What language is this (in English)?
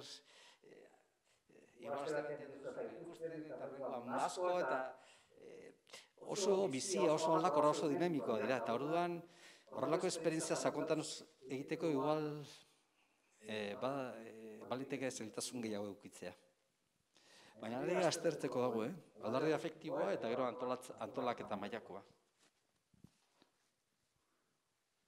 Basque